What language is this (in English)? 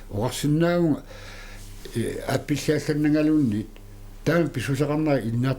Kalaallisut